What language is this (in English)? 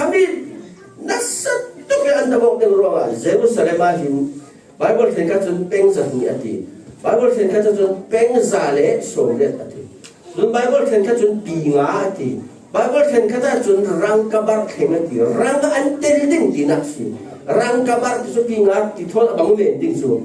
Falam Chin